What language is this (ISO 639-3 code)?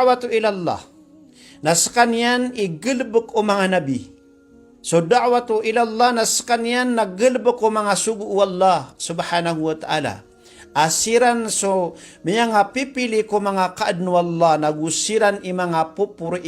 mrw